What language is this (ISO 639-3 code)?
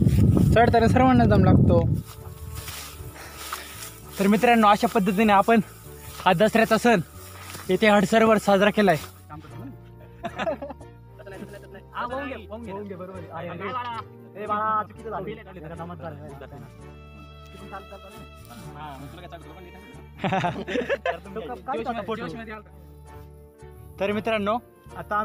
mar